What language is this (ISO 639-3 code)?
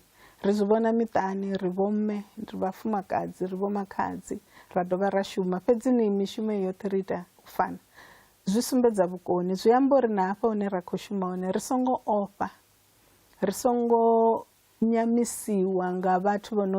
ven